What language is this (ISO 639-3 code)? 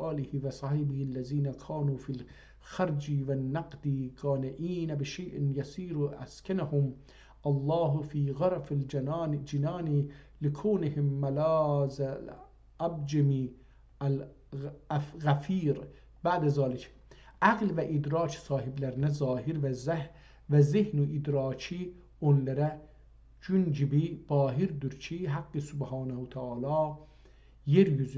azb